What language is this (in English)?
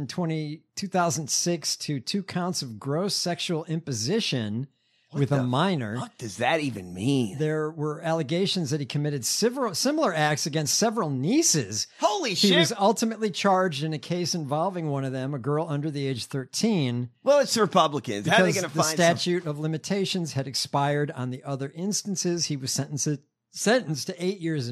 English